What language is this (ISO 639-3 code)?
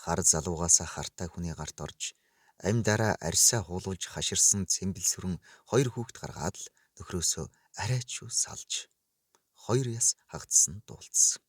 mon